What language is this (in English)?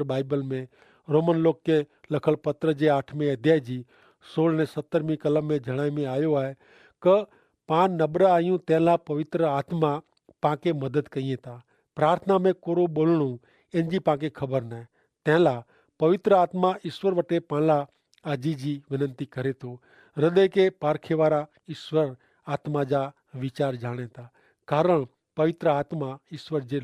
Kachhi